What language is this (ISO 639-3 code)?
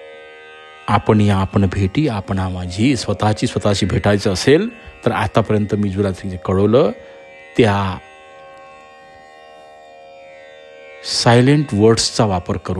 mar